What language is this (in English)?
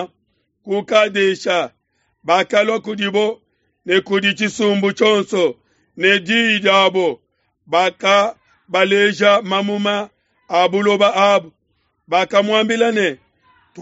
Luba-Lulua